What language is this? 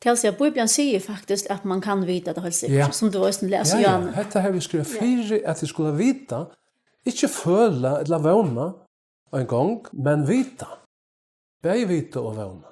Faroese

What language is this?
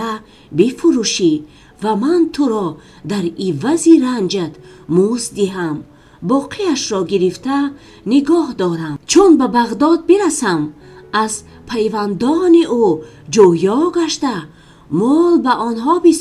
Tajik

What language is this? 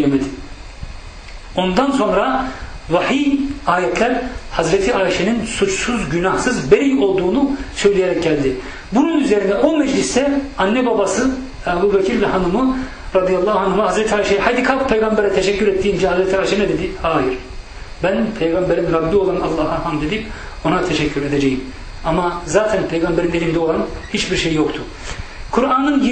Turkish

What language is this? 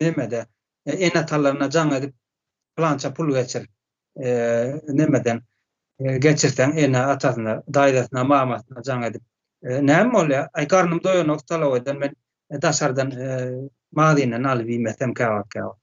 Turkmen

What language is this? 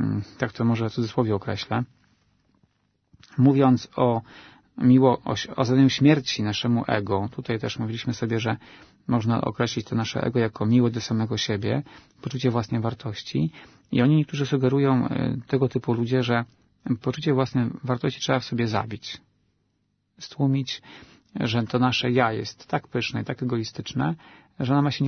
Polish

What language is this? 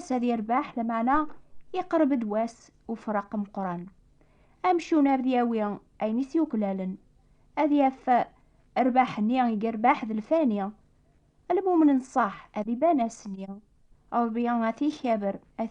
Kabyle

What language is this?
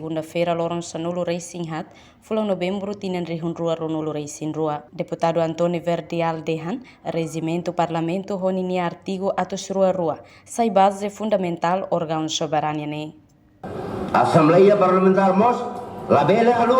Tetum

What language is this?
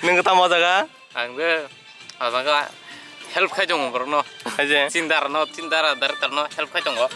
Kok Borok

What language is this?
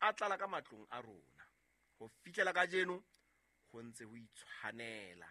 Southern Sotho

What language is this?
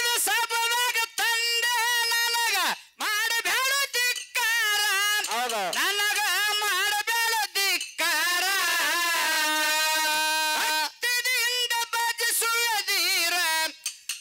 Kannada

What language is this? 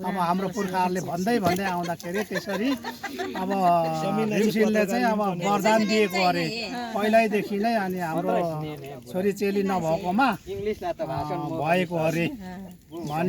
Nepali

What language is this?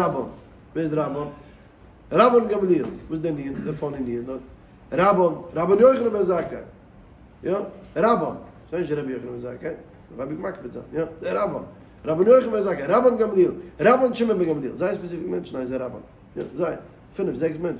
Yiddish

